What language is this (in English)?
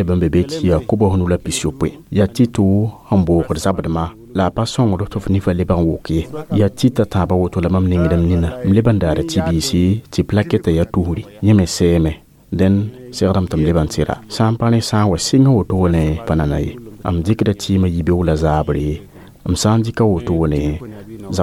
Mossi